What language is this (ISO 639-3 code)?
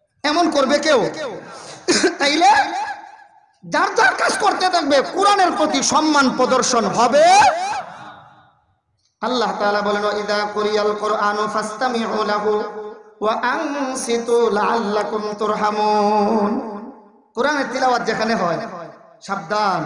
ben